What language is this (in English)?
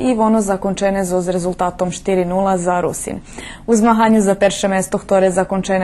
Rusyn